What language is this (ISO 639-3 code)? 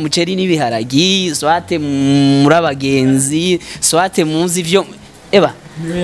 run